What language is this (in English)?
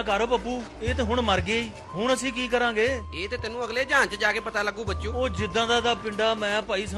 Punjabi